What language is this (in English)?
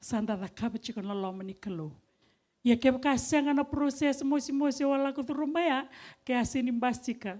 Fijian